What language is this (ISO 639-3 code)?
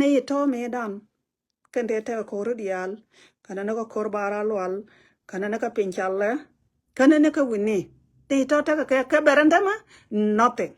nus